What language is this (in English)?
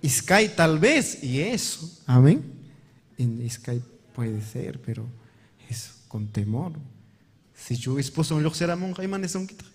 Ayacucho Quechua